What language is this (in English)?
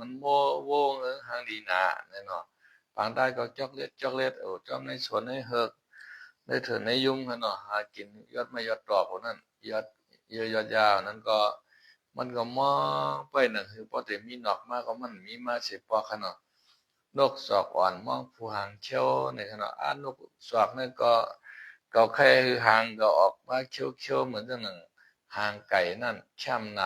Shan